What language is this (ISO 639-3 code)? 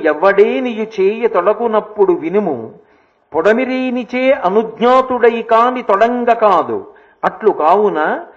tel